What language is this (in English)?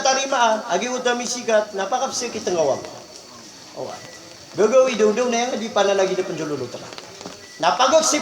Maranao